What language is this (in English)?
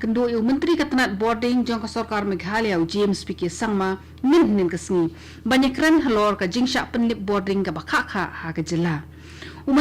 Khasi